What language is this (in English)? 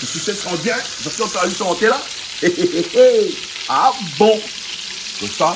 Réunion Creole French